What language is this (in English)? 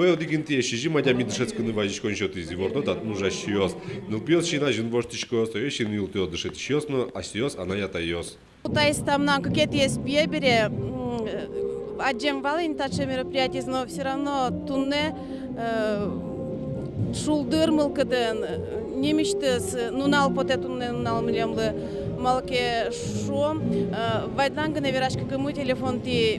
Udmurt